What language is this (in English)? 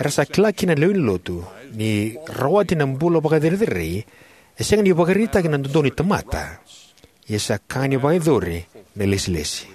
Fijian